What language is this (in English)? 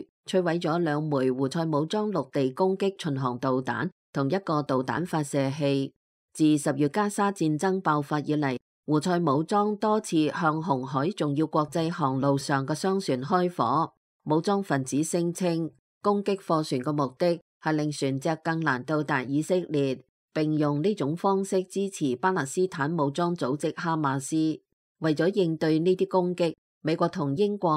Cantonese